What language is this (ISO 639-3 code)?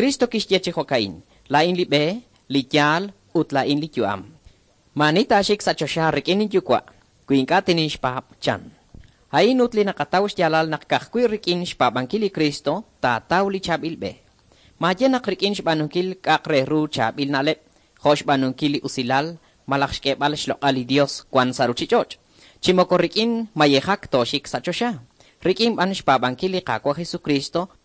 kek